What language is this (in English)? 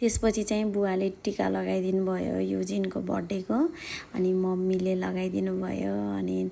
Nepali